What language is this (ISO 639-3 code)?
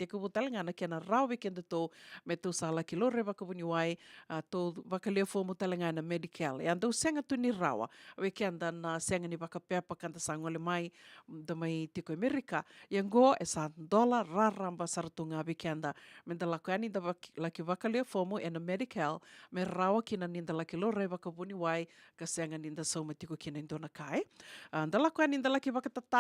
fij